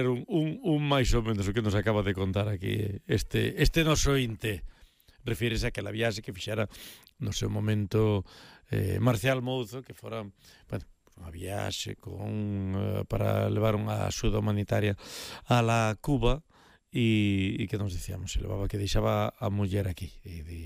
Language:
Galician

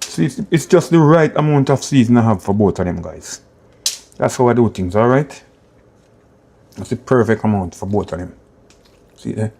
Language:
Jamaican Creole English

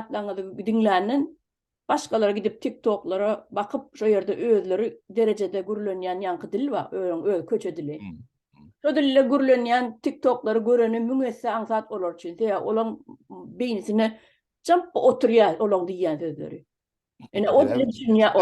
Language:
Turkmen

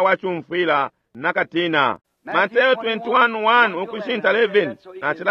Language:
Bemba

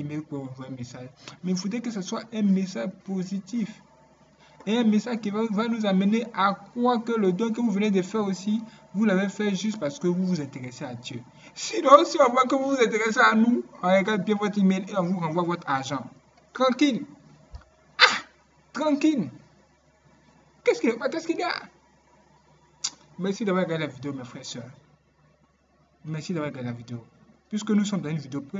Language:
French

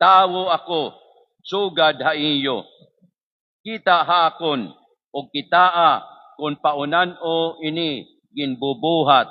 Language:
Waray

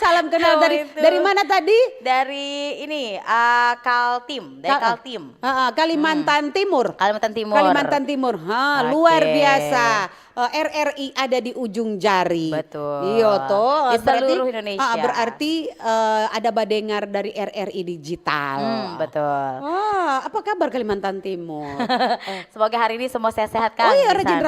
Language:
Manado Malay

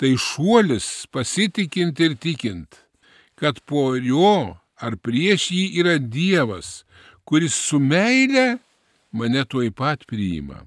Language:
Lithuanian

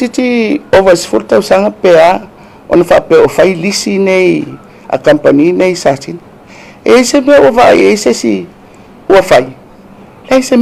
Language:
Samoan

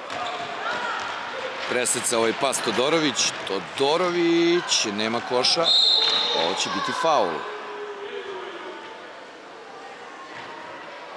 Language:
Serbian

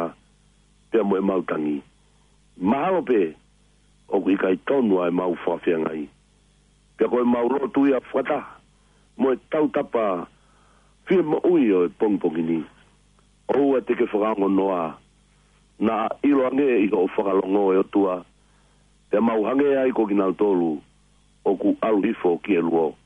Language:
Tongan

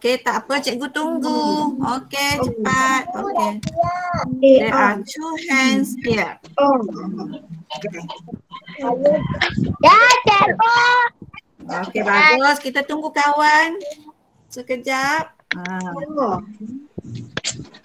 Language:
Malay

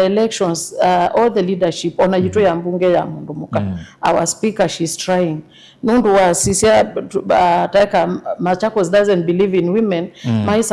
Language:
Kamba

